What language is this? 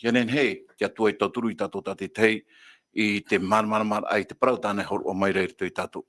Tahitian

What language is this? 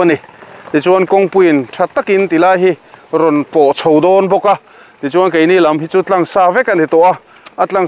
Mizo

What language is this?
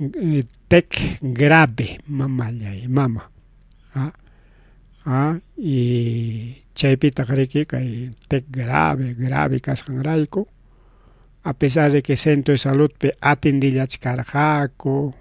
Ayacucho Quechua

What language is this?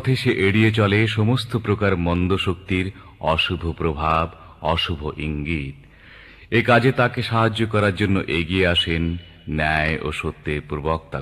Bangla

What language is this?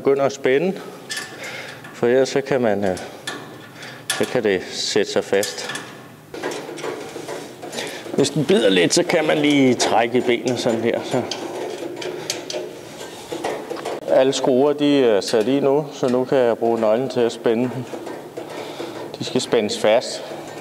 Danish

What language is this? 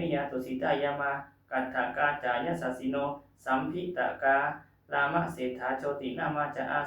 Pali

